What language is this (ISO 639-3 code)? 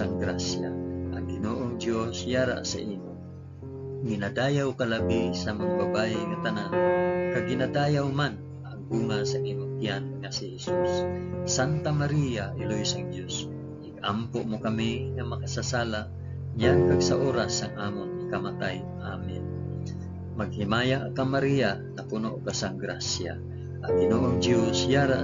hil